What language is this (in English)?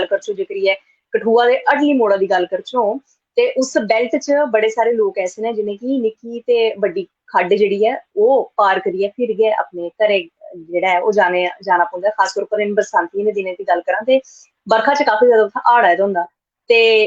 Dogri